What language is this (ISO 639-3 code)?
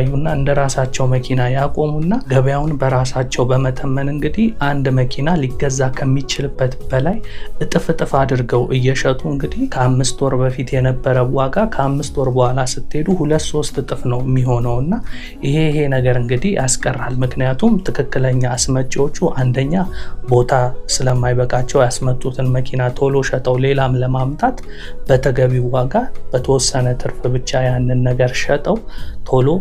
amh